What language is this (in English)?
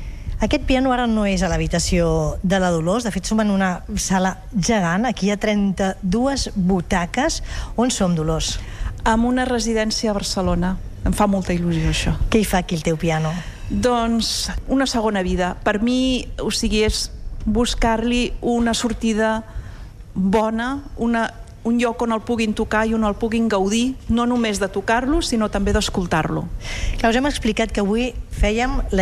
Catalan